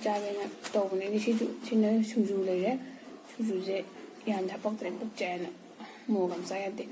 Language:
Manipuri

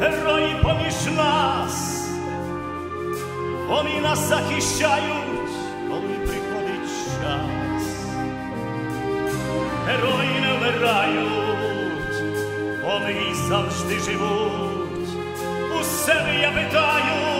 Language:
Ukrainian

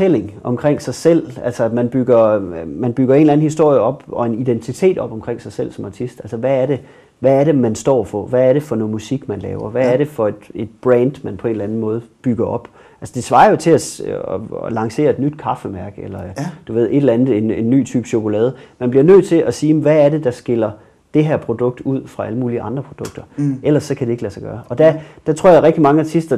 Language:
Danish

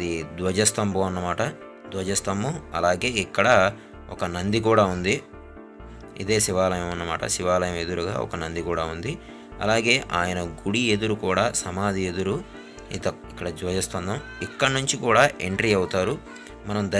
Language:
Telugu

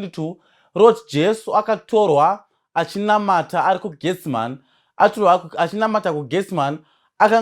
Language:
Shona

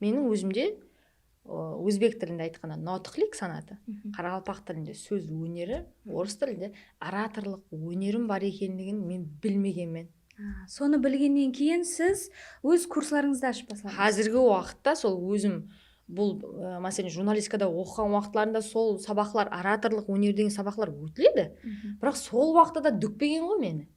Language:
Kara-Kalpak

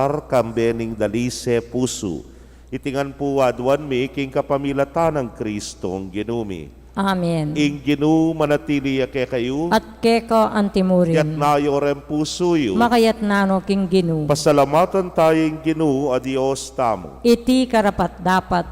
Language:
Pampanga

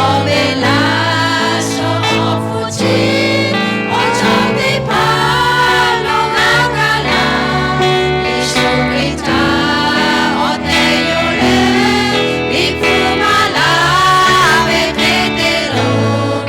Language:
Lahu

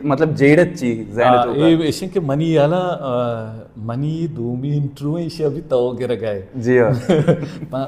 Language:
Baluchi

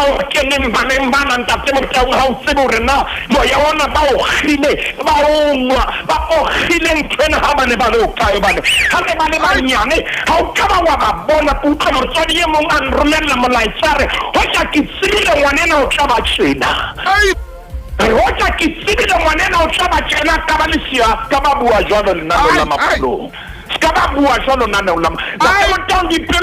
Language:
Southern Sotho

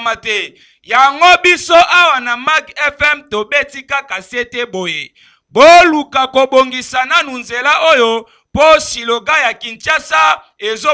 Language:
Lingala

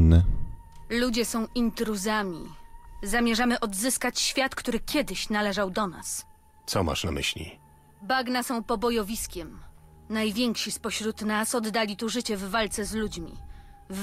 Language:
Polish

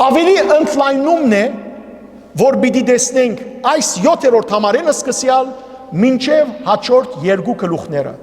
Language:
Western Armenian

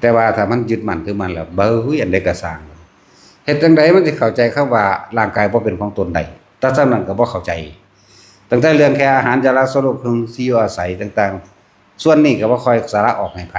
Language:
Northeastern Thai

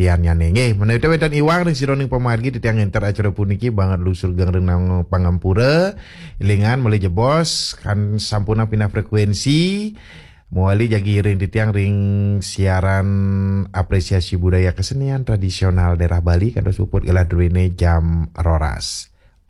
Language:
Balinese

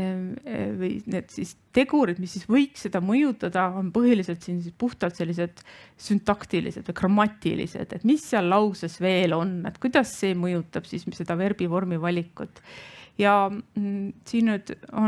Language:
Estonian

